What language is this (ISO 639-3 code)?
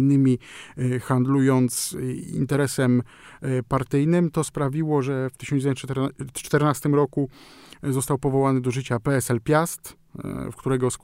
pol